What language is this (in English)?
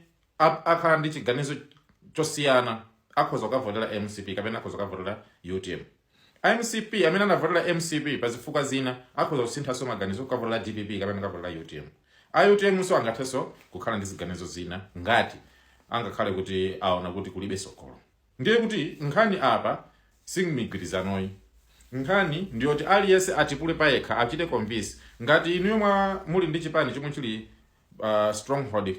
Nyanja